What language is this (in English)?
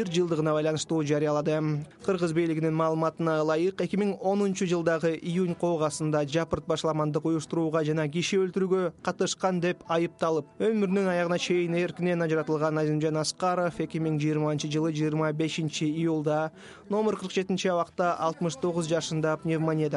Kyrgyz